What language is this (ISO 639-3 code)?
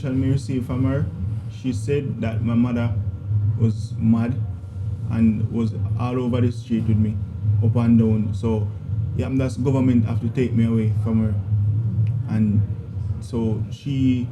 jam